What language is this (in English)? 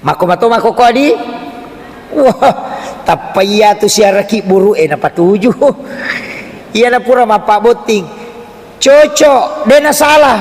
Buginese